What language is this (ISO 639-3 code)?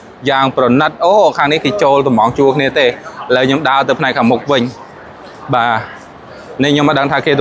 khm